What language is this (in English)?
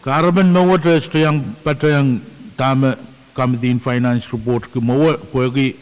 Pohnpeian